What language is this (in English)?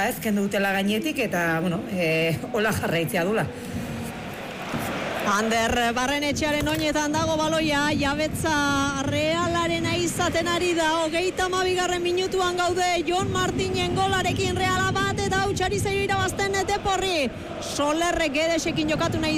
Basque